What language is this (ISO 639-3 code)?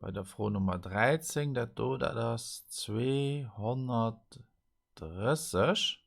ltz